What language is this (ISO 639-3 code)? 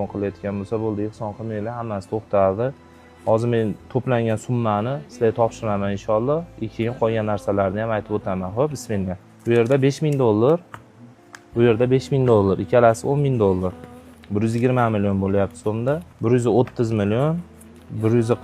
uzb